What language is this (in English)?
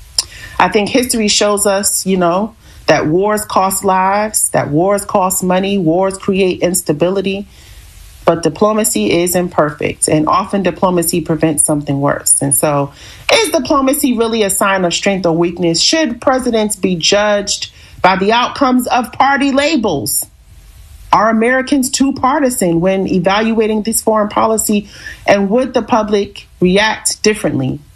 English